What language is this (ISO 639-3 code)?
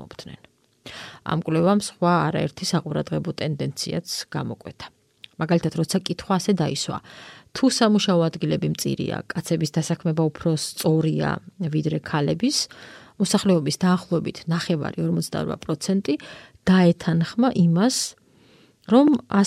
kat